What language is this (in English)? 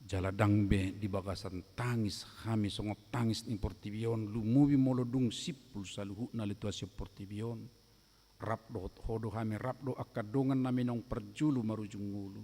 Batak Toba